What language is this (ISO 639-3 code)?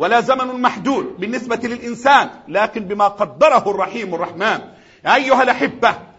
ara